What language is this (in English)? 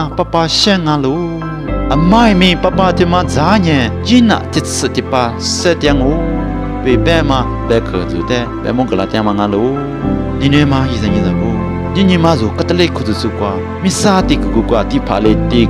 Lisu